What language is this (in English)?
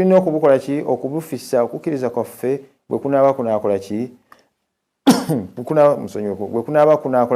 Ganda